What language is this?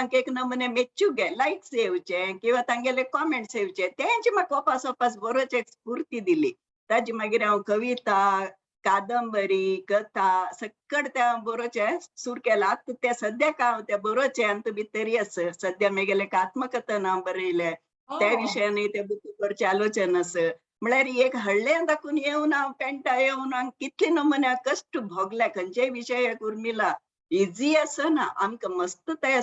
Konkani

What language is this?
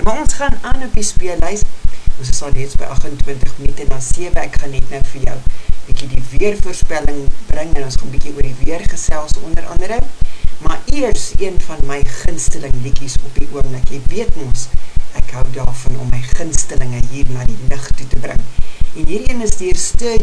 Afrikaans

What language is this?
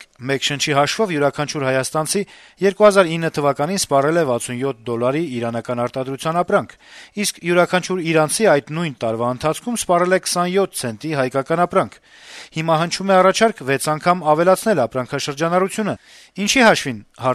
Armenian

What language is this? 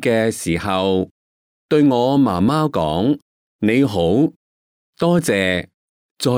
Cantonese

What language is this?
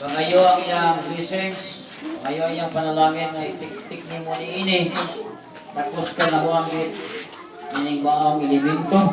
Cebuano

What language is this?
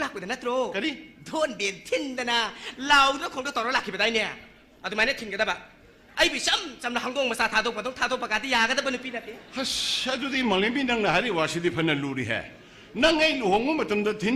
Manipuri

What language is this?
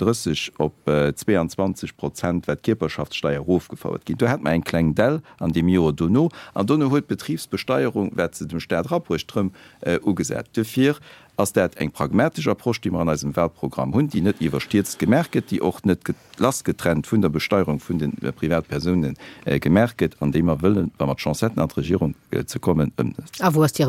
Luxembourgish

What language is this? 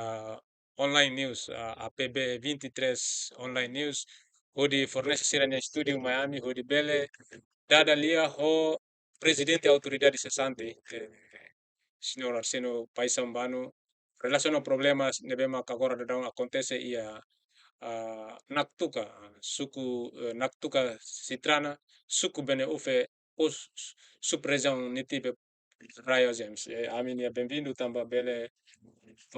Tetum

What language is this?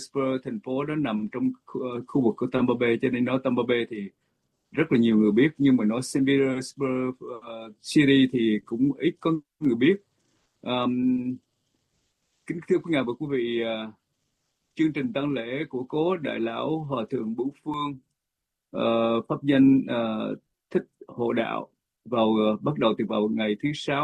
Vietnamese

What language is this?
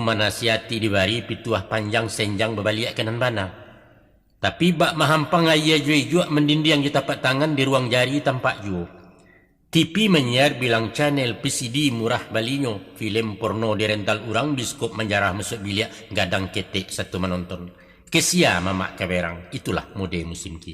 Minangkabau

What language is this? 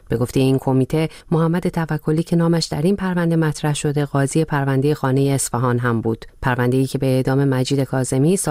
Persian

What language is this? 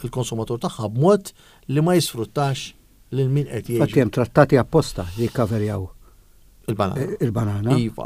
Maltese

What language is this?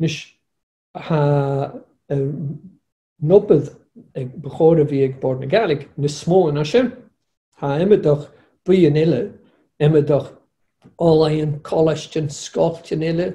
Scottish Gaelic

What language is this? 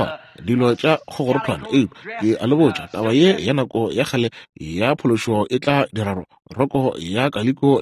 Northern Sotho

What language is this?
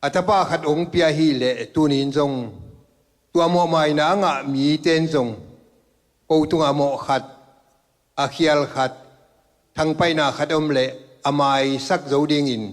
Tedim Chin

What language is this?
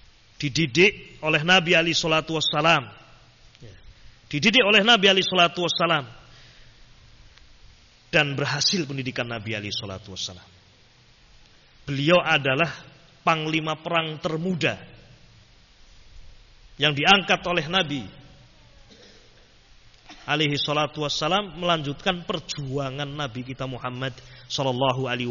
Indonesian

